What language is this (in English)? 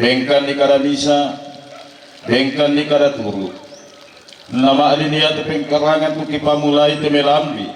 Toraja-Sa'dan